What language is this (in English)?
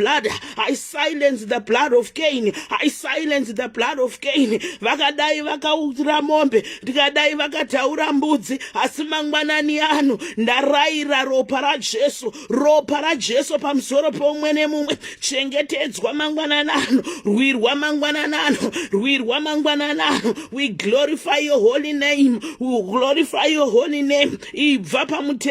Shona